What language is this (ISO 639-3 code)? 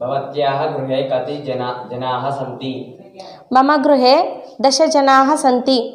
san